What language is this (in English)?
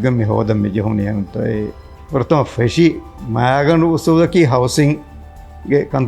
Divehi